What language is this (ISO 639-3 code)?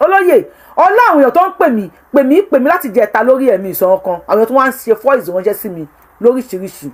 yor